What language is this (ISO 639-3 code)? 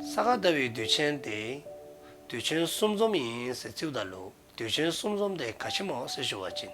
dzo